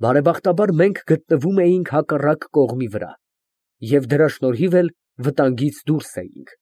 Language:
Armenian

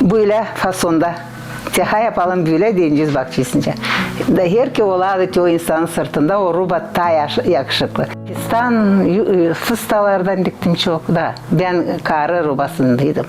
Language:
Gagauz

